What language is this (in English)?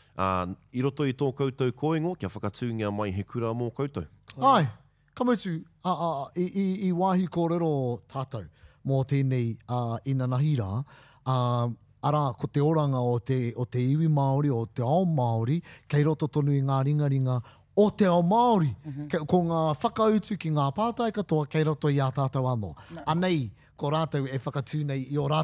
Māori